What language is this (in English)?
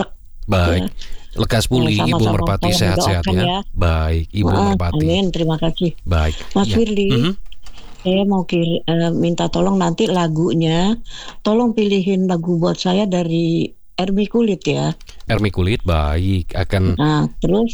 Indonesian